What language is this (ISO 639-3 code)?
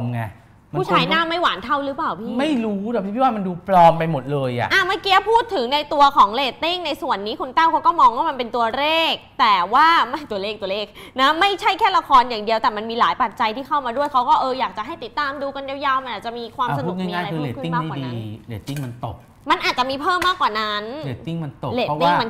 tha